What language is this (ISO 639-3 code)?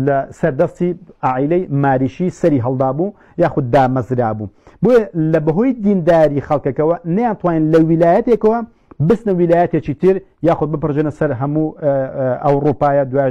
ckb